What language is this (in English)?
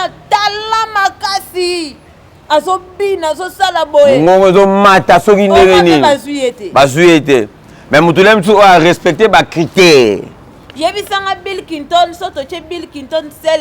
Lingala